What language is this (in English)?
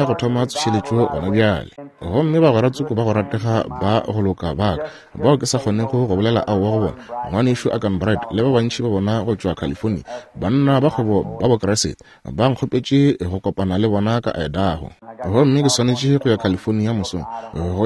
Northern Sotho